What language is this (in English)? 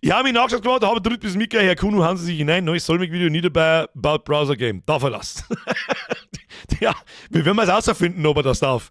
Bavarian